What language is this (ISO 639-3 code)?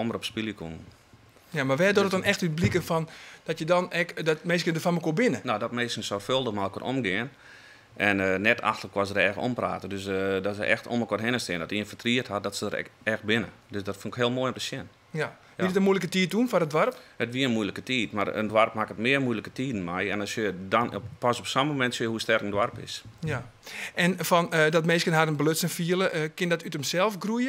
fry